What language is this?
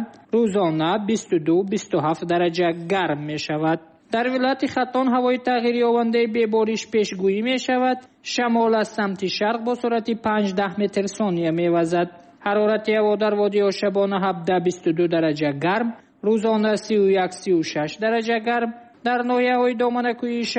Tajik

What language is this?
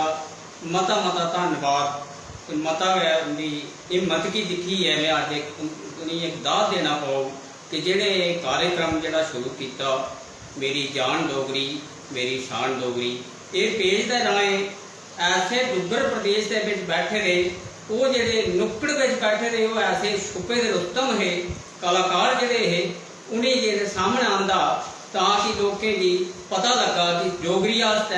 Dogri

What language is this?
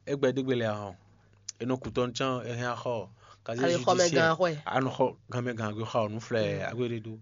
Fon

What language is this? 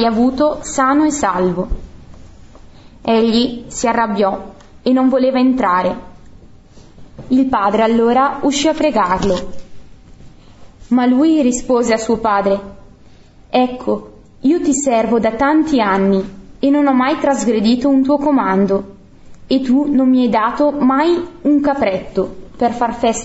Italian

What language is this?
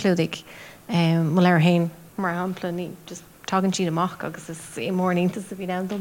Irish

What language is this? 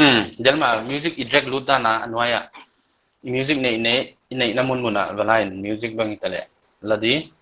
Paite Chin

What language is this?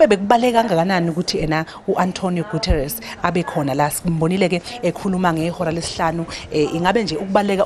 Zulu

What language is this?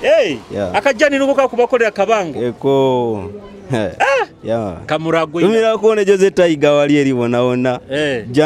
Nyoro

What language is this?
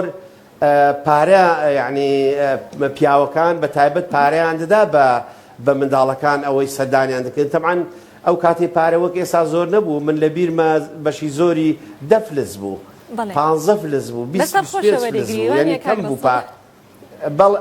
Central Kurdish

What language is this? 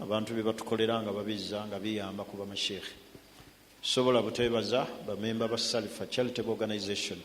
Ganda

